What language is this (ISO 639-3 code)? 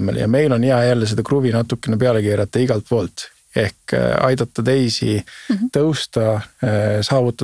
est